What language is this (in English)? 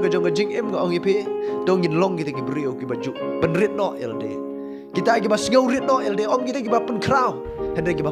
Khasi